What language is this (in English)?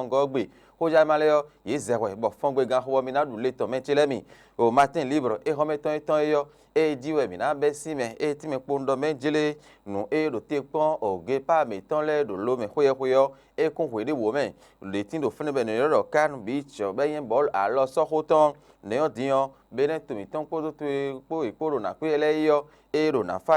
Fon